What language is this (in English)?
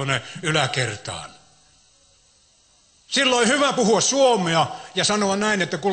Finnish